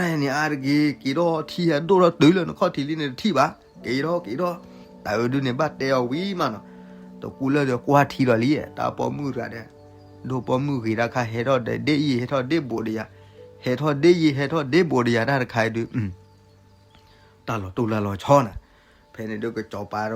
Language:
S'gaw Karen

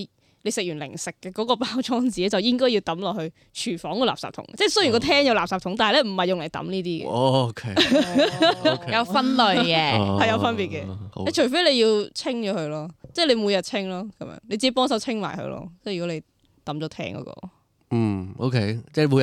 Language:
Cantonese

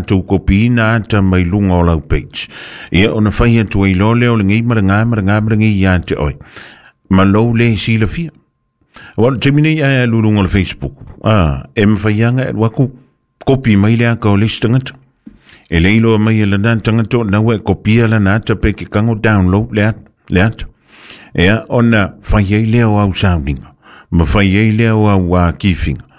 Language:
Samoan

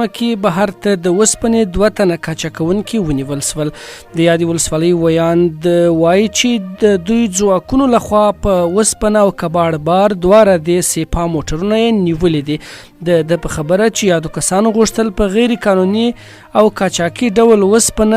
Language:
Pashto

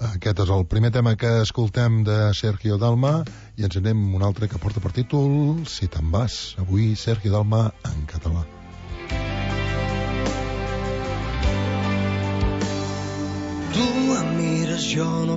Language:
Catalan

